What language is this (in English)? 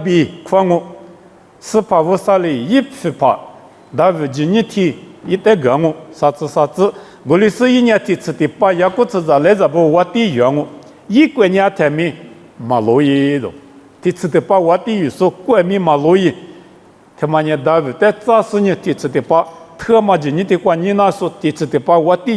Lisu